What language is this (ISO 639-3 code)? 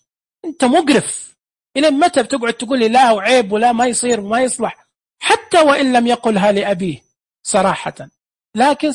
ars